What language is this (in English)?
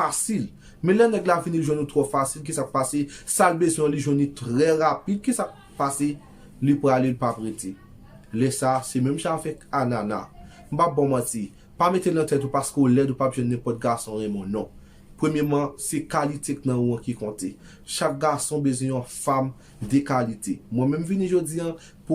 Haitian Creole